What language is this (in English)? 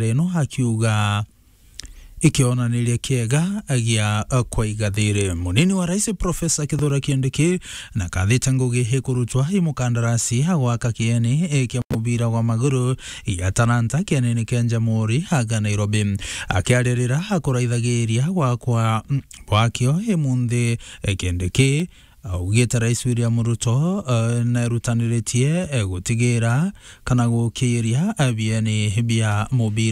Meru